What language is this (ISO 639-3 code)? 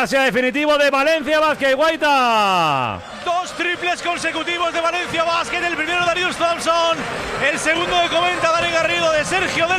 spa